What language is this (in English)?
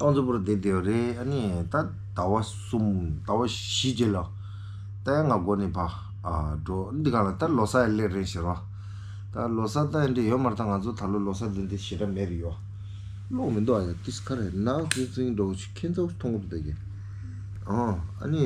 Tibetan